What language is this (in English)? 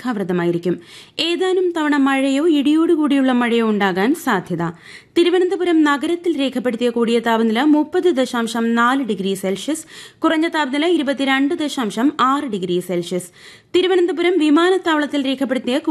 Malayalam